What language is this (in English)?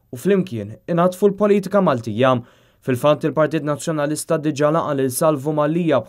Maltese